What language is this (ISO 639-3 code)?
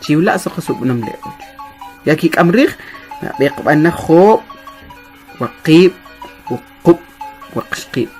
quc